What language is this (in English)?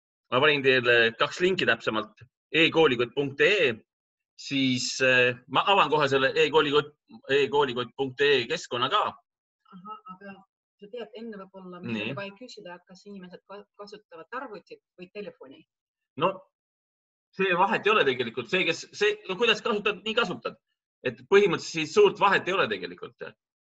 Estonian